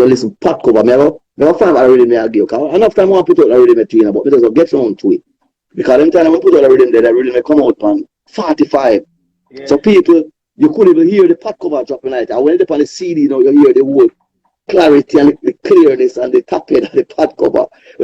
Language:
Jamaican Creole English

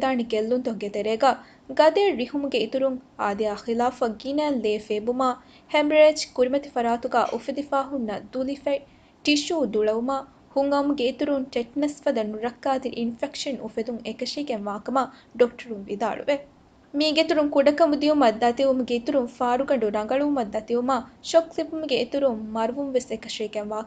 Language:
Divehi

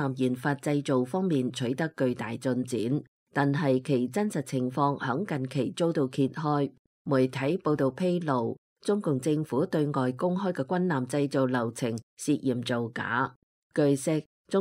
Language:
Cantonese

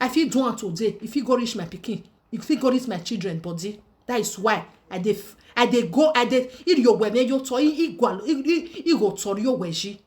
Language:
Nigerian Pidgin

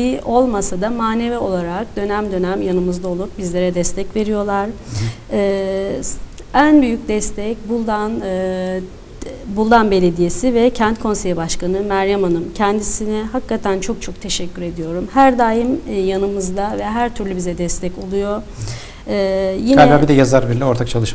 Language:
Turkish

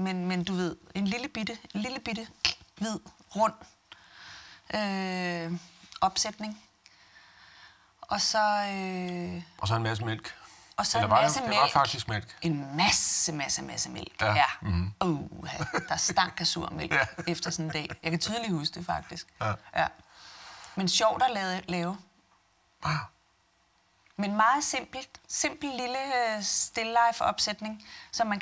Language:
Danish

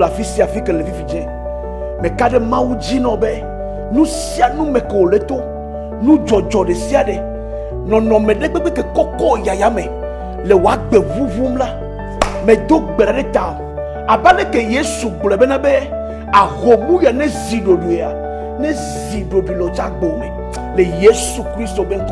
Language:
Ewe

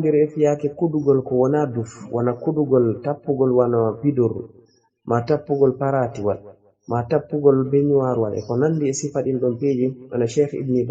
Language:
Fula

